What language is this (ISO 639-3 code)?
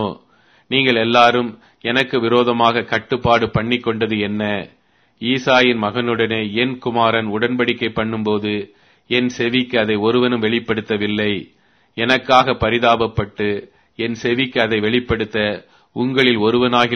tam